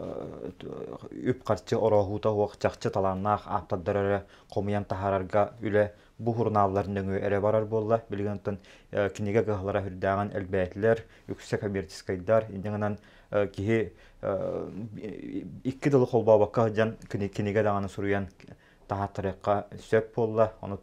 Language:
Yakut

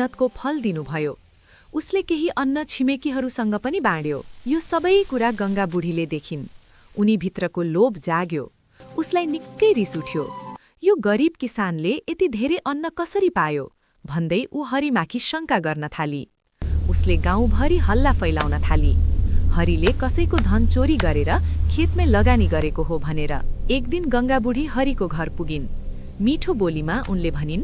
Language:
Nepali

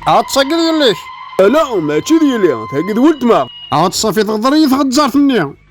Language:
Kabyle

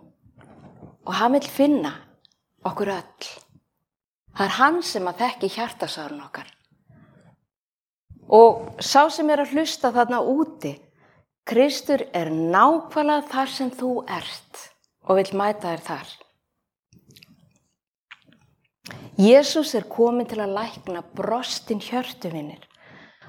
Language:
Icelandic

